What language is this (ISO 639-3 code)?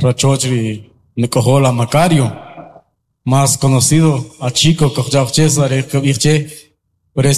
quc